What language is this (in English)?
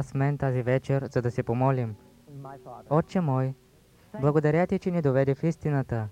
Bulgarian